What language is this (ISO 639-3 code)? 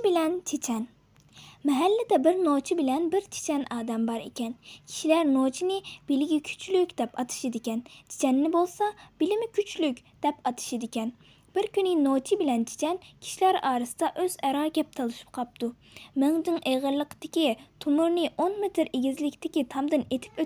uig